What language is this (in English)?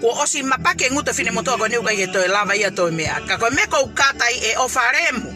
Tongan